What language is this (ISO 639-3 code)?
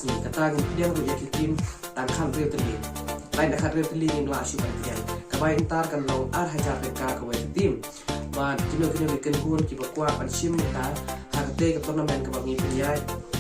kha